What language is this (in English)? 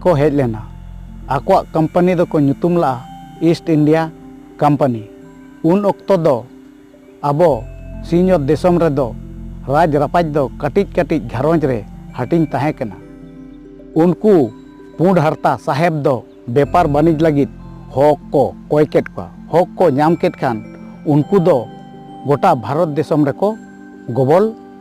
Santali